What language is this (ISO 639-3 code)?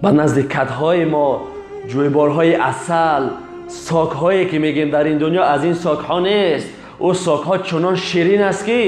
tgk